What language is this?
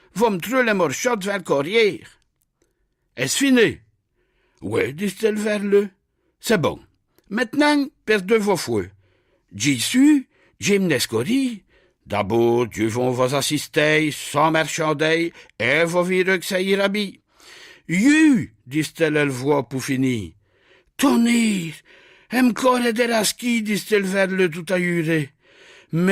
Picard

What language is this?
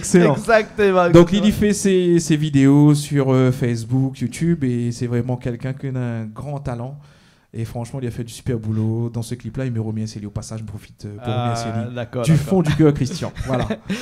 Réunion Creole French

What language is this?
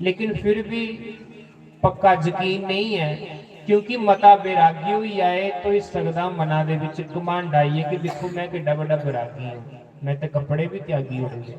Dogri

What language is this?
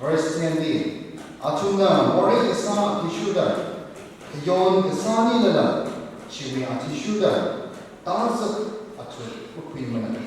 Tangkhul Naga (India)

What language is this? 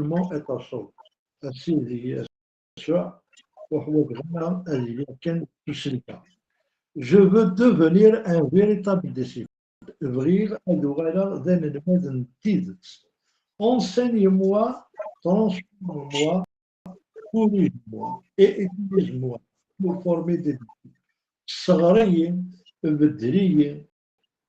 Kabyle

